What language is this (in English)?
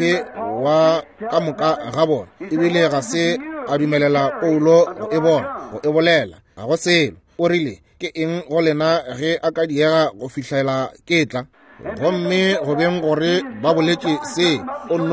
Northern Sotho